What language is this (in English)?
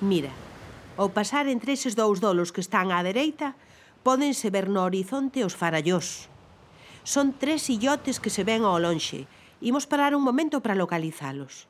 Galician